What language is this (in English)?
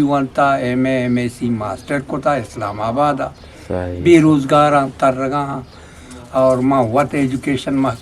Eastern Balochi